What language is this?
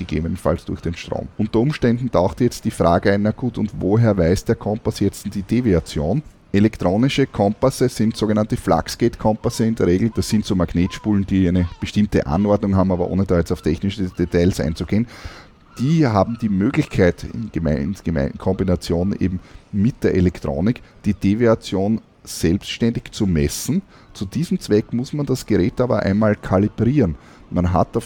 German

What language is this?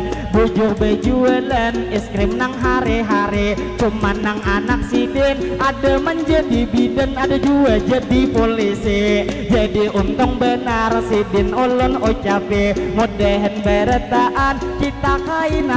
Banjar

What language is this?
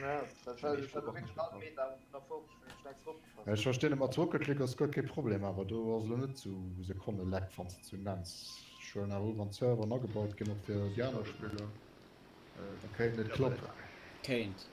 Luxembourgish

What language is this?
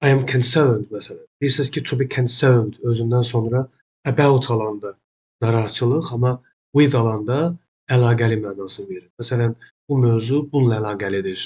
Azerbaijani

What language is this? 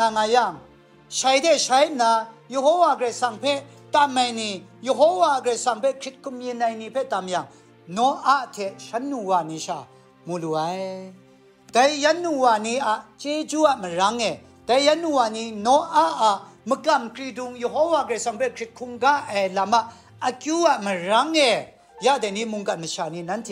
Kachin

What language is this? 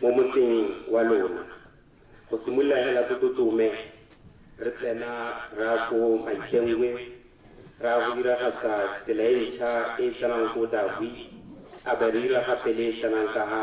Tswana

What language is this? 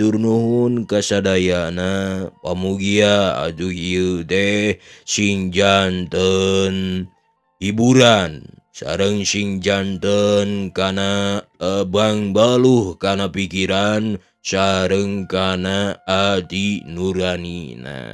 Sundanese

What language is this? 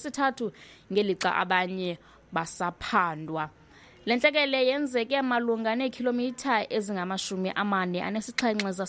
Xhosa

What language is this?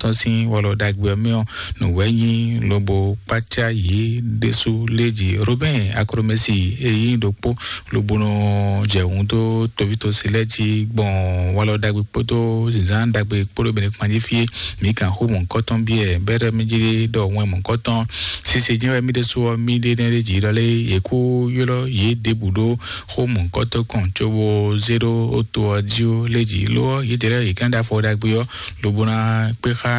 Fon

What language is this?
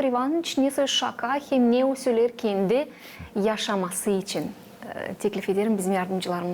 Gagauz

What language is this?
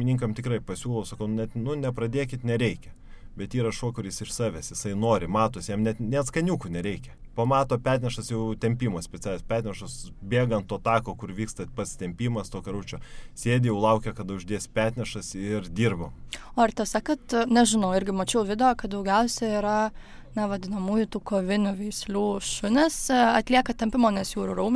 Lithuanian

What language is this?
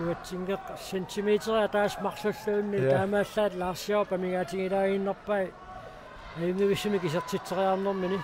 Kalaallisut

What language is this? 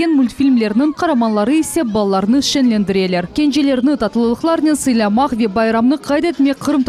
Crimean Tatar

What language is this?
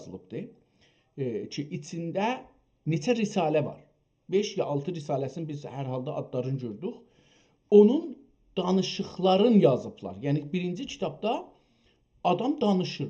South Azerbaijani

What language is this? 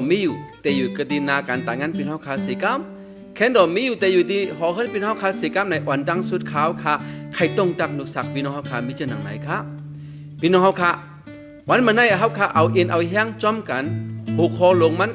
Shan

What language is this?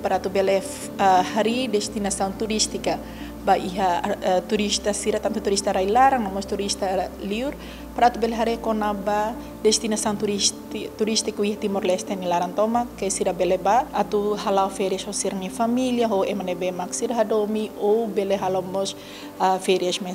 Tetum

